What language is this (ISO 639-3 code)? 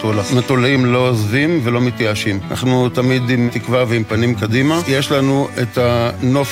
heb